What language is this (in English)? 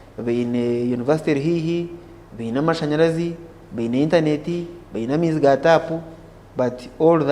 Nyankole